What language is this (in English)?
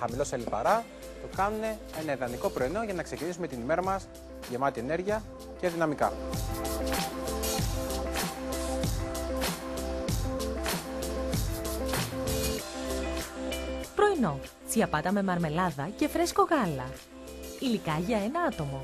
Greek